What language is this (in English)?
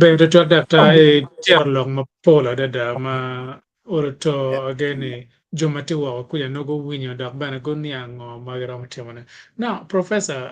Acoli